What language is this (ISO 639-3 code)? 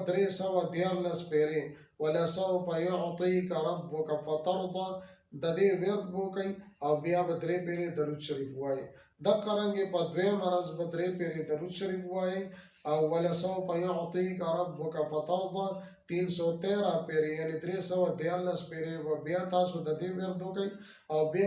pus